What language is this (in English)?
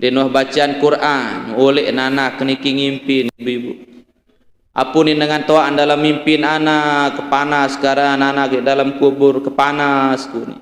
Sasak